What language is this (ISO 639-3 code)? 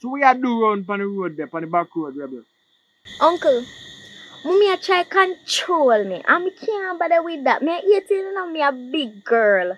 jam